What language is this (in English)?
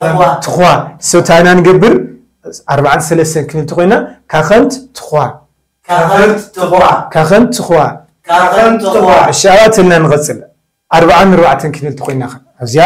Tigrinya